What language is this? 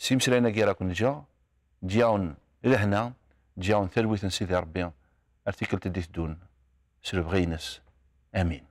Kabyle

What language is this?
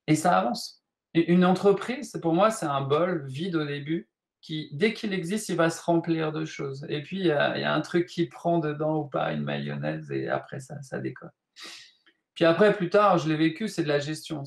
French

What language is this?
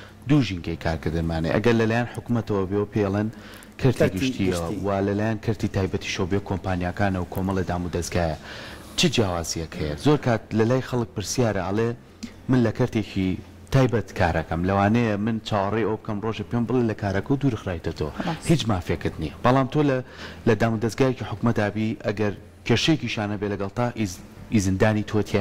Central Kurdish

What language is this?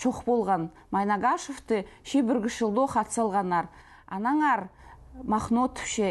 Khakas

